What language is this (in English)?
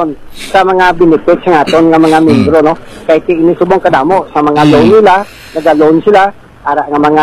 Hiligaynon